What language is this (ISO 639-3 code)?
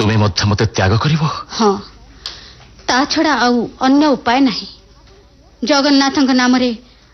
ori